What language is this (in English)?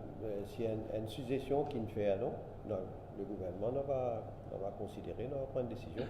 Morisyen